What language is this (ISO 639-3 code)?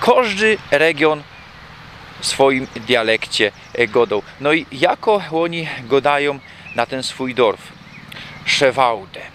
szl